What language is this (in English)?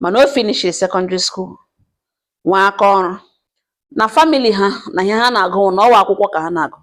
Igbo